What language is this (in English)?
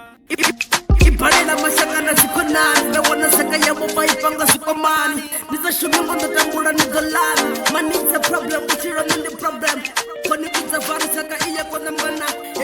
Venda